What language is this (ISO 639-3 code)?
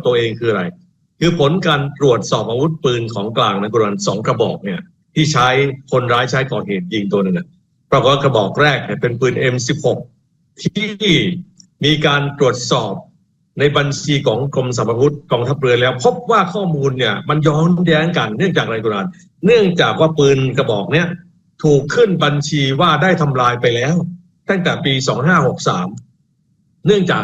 tha